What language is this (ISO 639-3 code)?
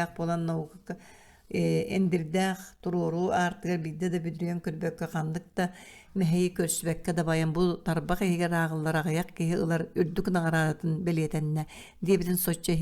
sah